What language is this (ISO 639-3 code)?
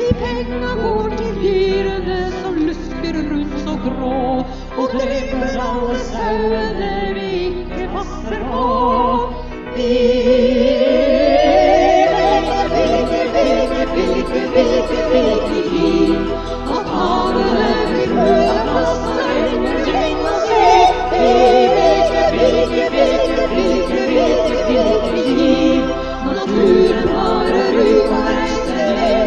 nor